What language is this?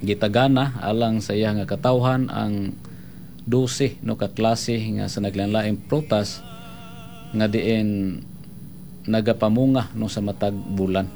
Cebuano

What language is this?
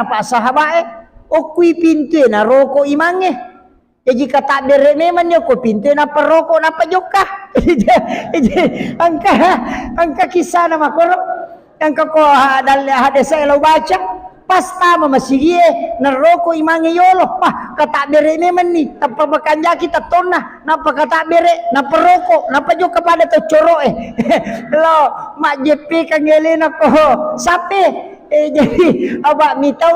Buginese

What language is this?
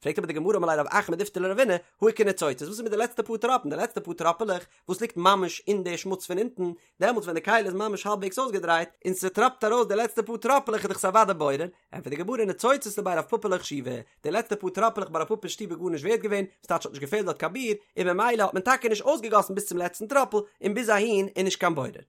Yiddish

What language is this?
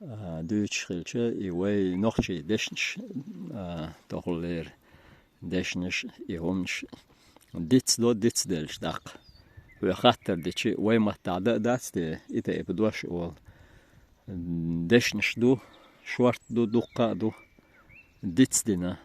Chechen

